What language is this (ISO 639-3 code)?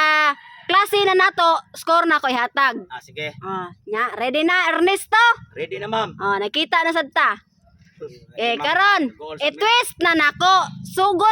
ceb